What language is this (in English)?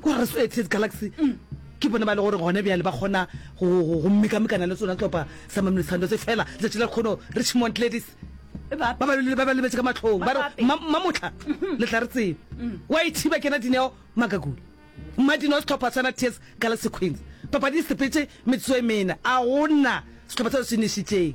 Northern Sotho